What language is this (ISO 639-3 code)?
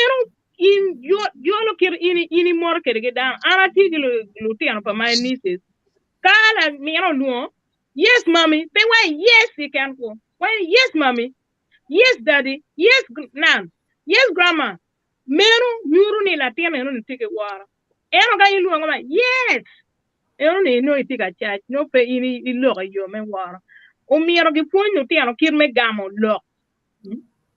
ach